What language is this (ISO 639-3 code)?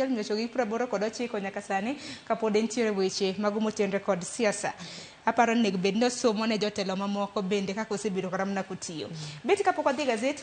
luo